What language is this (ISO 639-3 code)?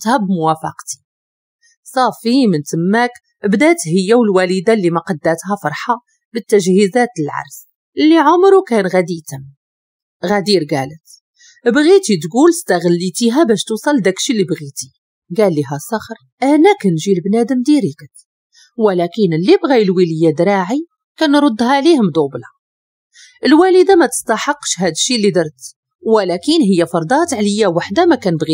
ary